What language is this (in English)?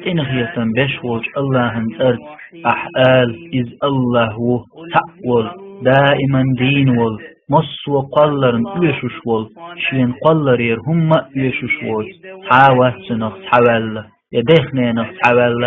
Chechen